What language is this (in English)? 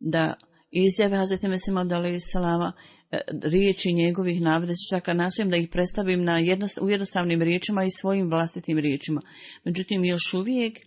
Bosnian